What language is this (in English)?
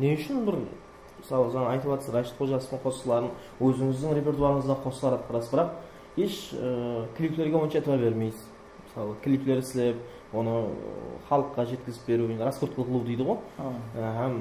Kara-Kalpak